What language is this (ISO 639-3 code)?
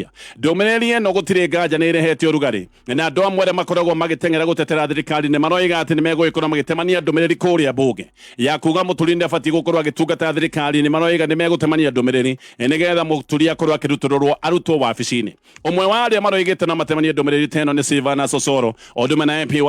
kik